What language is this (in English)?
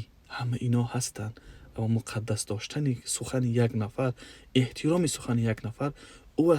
Tajik